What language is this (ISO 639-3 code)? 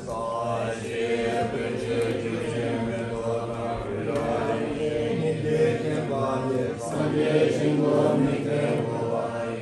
bod